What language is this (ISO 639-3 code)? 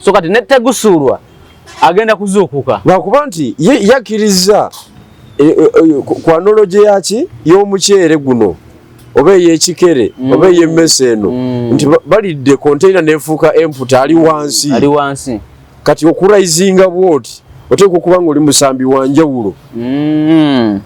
lug